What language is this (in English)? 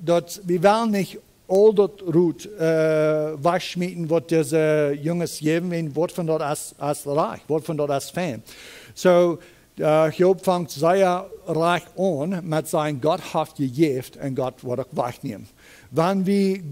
Plautdietsch